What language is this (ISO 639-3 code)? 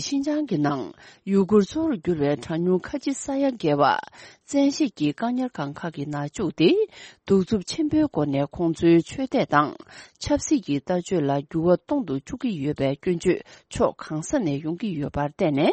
bod